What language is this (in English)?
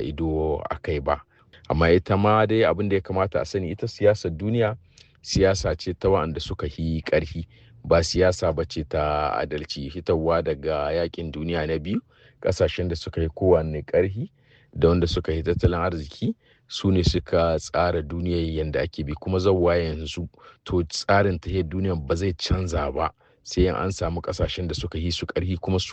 Hausa